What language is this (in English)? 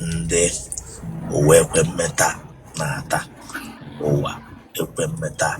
Igbo